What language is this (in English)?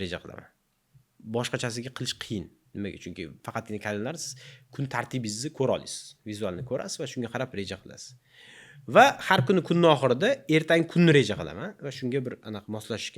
Uzbek